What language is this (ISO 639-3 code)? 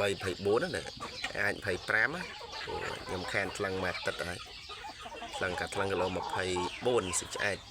khm